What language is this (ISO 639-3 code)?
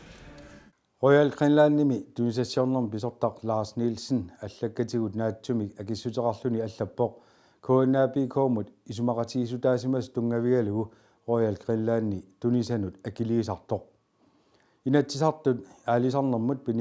kal